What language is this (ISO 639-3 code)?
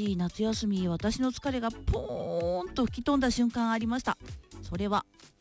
jpn